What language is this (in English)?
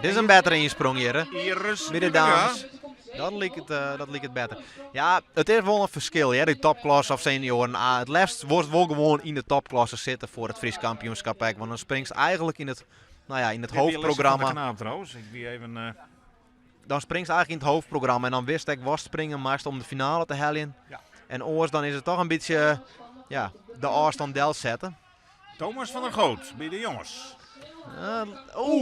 Western Frisian